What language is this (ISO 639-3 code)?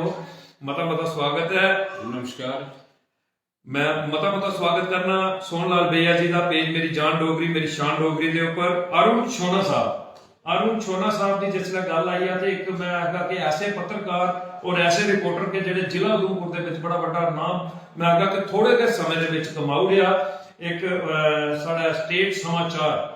doi